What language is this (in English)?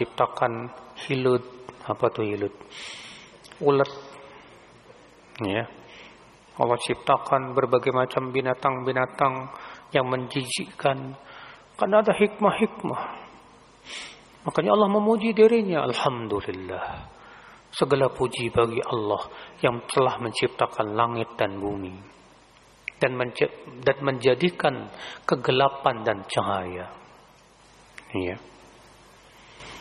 Indonesian